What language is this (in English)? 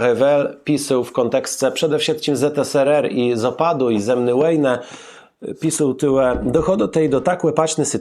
Kashubian